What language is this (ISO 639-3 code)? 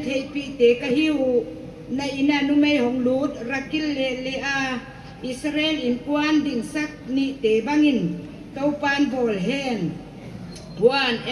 pck